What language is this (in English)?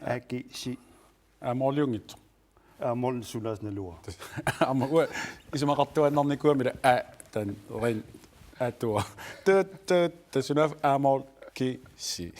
Kalaallisut